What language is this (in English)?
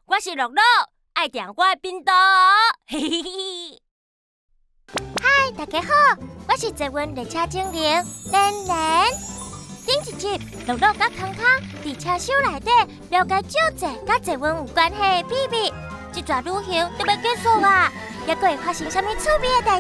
Min Nan Chinese